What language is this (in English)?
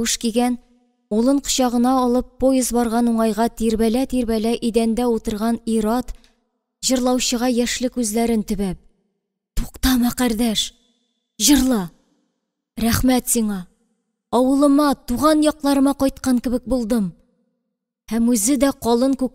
Tatar